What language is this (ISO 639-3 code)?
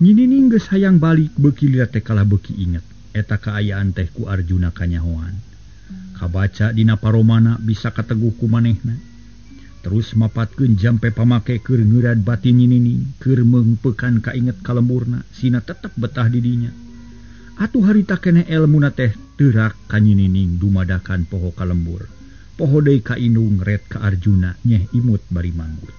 sun